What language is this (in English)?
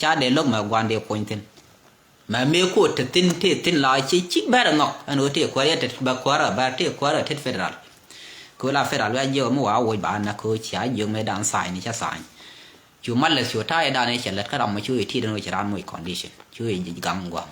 Nuer